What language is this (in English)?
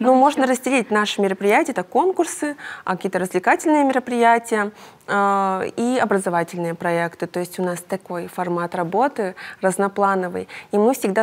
Russian